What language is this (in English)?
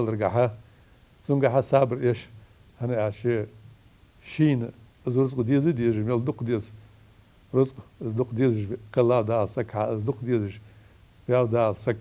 Ingush